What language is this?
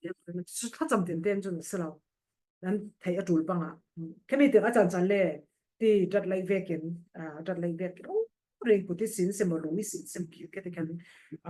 Falam Chin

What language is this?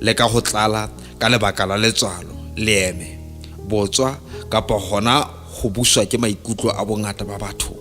Southern Sotho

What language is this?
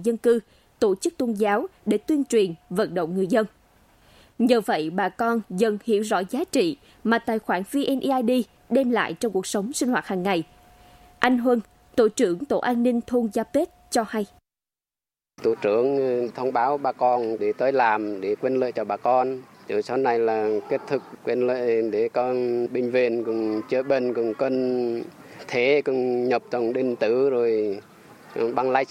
Vietnamese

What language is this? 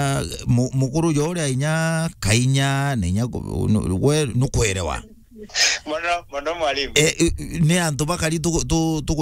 Meru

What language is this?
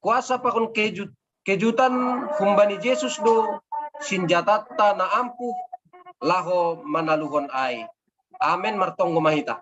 Batak Simalungun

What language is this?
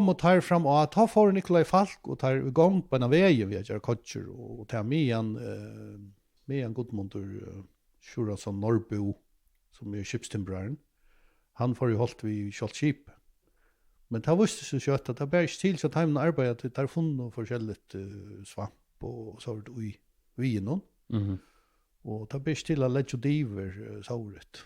Faroese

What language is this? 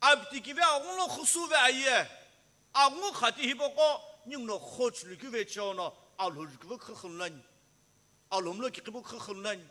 Sumi Naga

